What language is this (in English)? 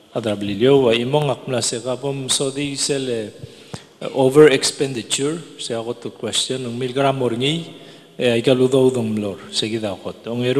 Palauan